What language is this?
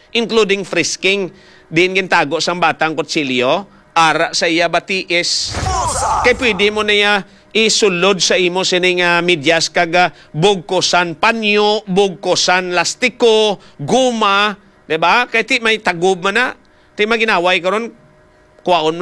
Hiligaynon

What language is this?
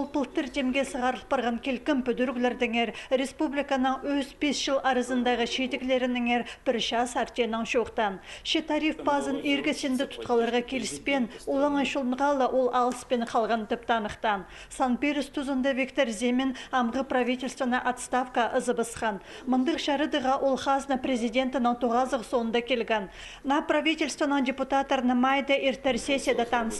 Khakas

